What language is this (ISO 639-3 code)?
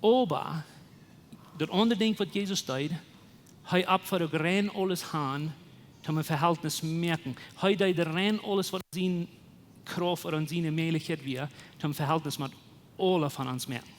pdt